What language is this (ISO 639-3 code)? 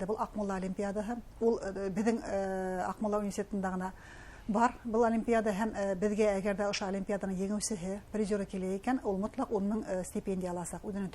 bak